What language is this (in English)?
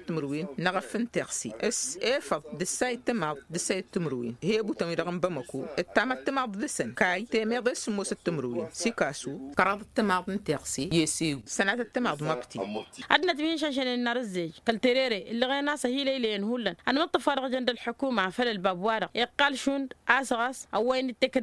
Tamasheq